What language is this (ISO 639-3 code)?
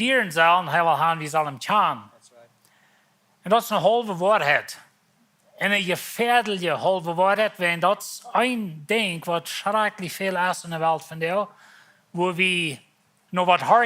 pdt